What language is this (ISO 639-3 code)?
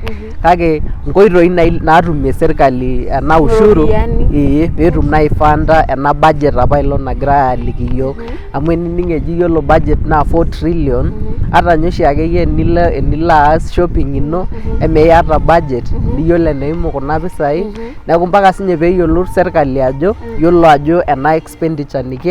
mas